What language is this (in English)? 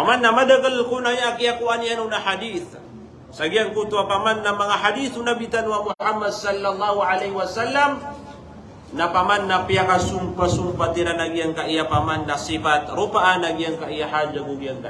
Maranao